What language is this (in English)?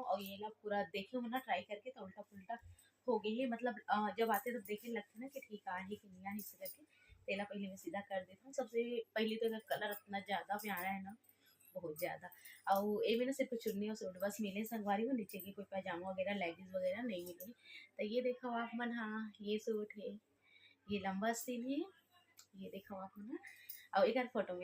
Chhattisgarhi